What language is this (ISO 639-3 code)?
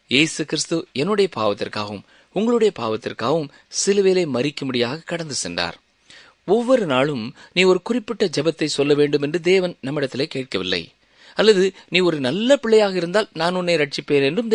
tam